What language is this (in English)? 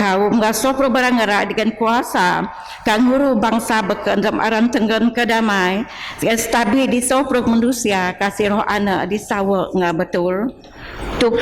Biatah Bidayuh